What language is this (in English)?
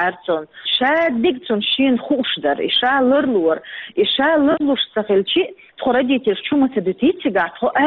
Chechen